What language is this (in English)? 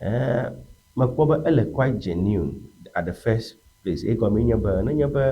Ewe